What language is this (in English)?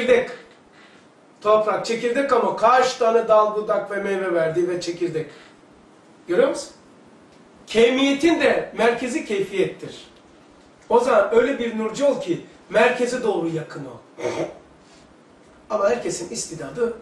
Turkish